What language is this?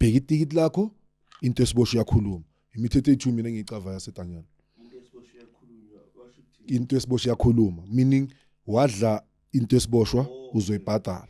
Zulu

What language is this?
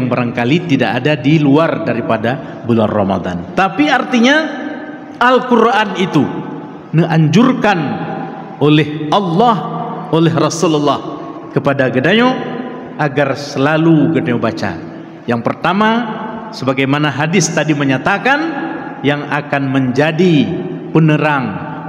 Achinese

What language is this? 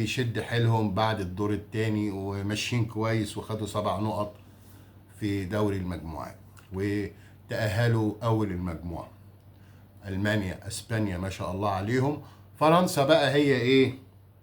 Egyptian Arabic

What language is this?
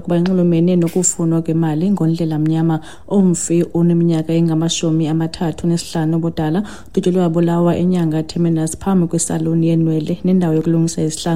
Xhosa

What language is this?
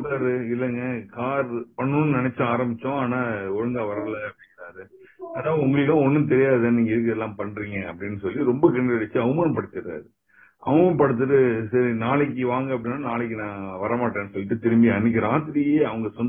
Tamil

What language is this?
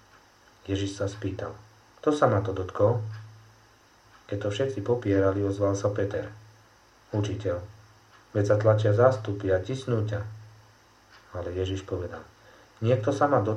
Slovak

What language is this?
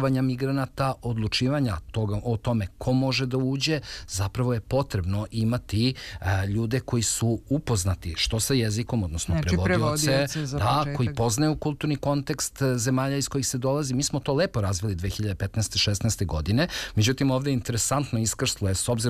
Serbian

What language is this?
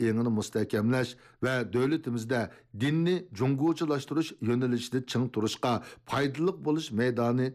Uyghur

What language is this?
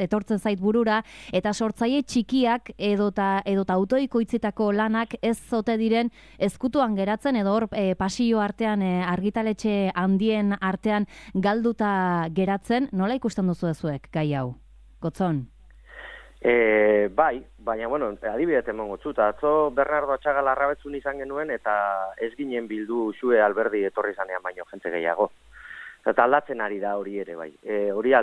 Basque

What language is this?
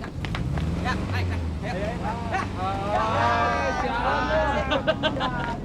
Betawi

